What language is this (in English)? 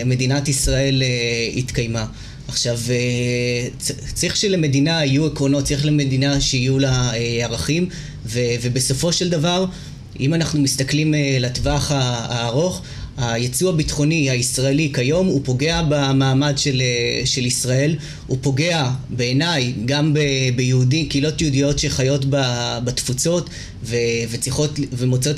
Hebrew